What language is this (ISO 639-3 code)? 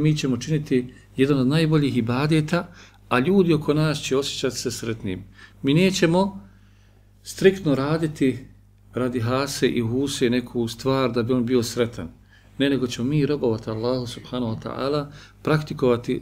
bos